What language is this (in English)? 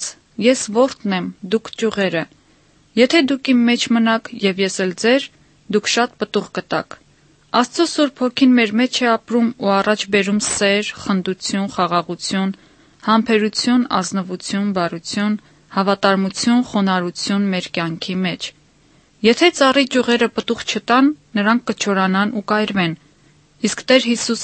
Armenian